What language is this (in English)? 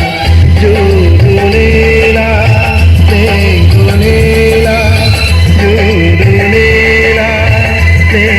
Karbi